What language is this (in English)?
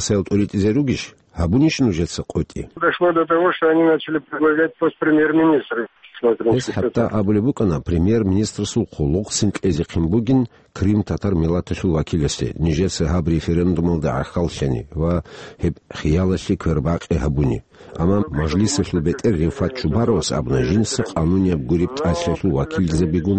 Avaric